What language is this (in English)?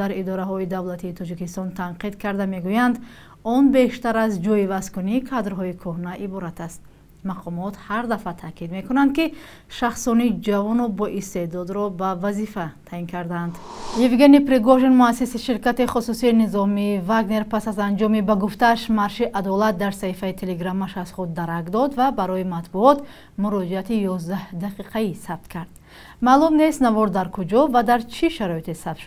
Tajik